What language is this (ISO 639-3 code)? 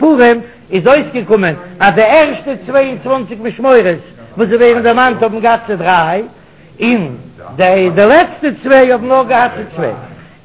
yid